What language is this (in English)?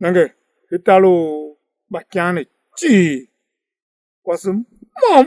Tiv